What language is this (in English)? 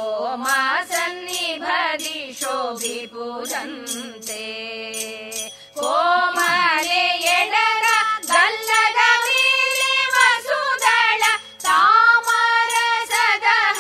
Kannada